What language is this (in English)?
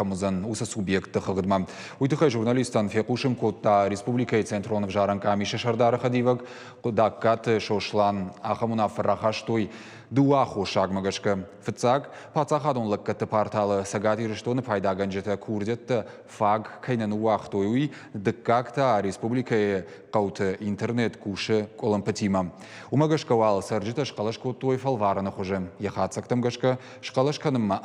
Ossetic